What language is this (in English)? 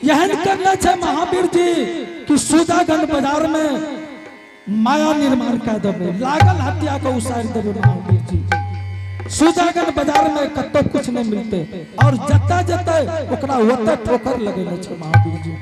Angika